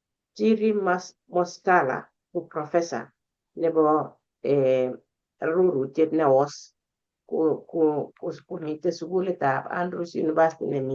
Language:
Kalenjin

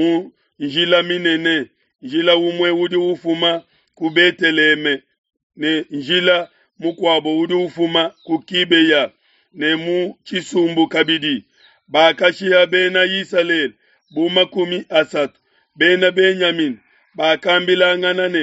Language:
Luba-Lulua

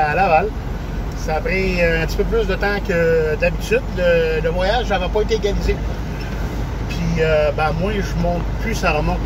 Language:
French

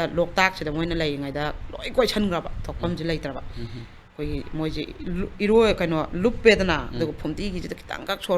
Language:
Manipuri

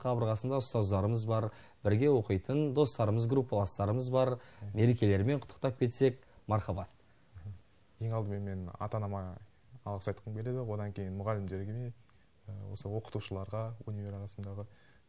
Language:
Kazakh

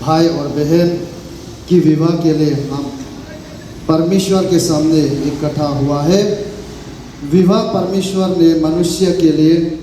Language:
Hmar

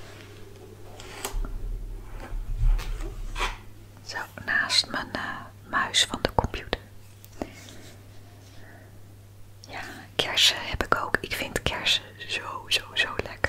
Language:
Dutch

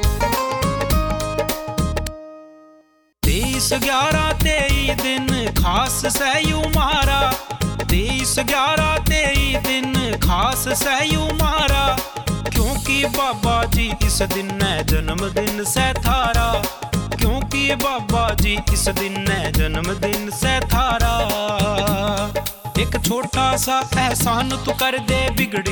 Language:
Haryanvi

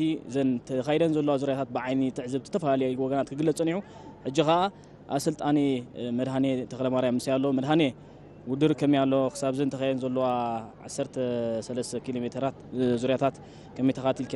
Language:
Tigrinya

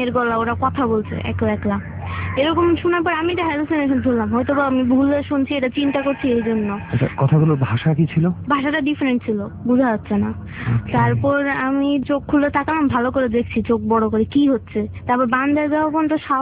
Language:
Bangla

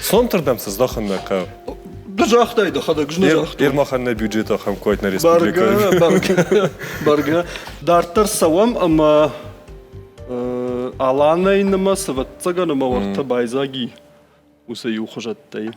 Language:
Ossetic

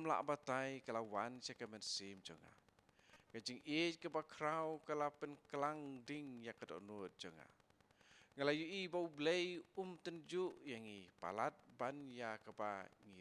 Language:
Khasi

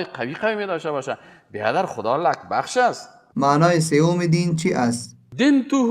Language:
Persian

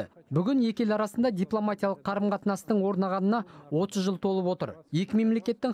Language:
Kazakh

